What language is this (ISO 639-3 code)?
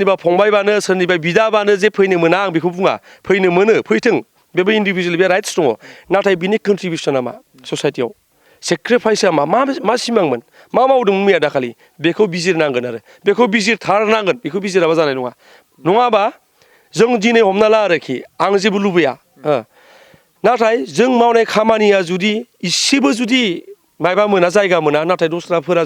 brx